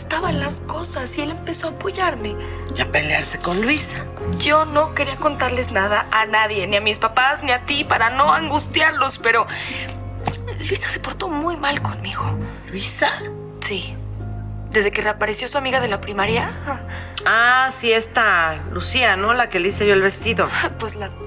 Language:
Spanish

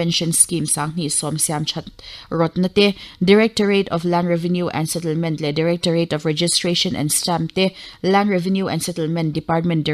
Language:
Mizo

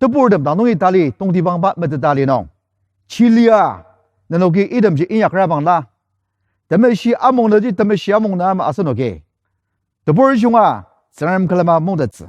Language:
Ao Naga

